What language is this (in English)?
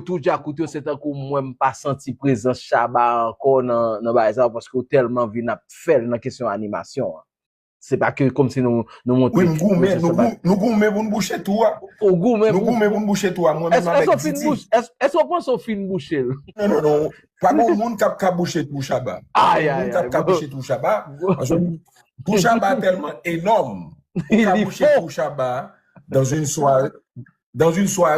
Haitian Creole